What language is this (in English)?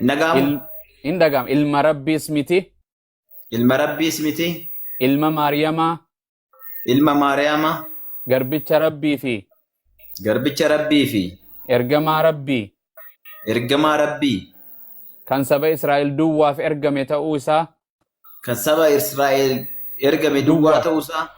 Oromo